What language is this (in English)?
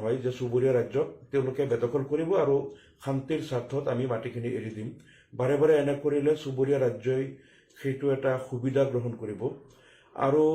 Assamese